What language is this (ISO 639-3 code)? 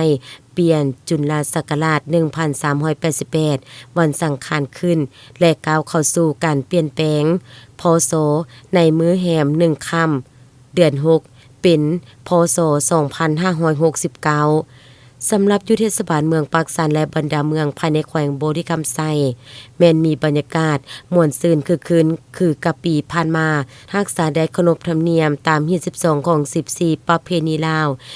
lao